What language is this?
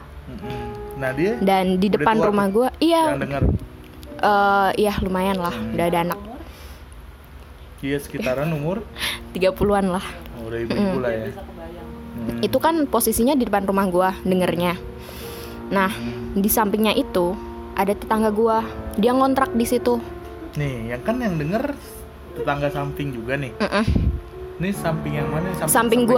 Indonesian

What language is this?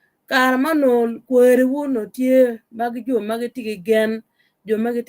Acoli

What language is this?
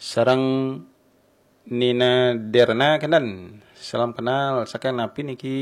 Balinese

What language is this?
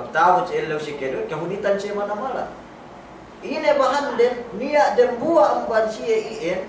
Yakan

